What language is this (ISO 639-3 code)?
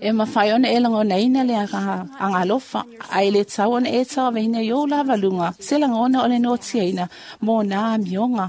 smo